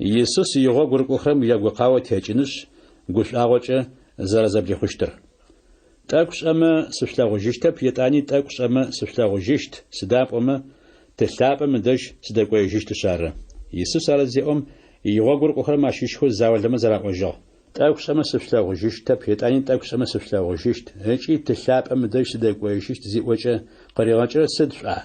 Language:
Adyghe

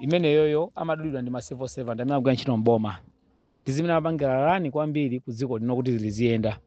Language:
Nyanja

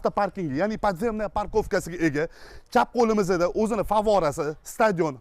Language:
Uzbek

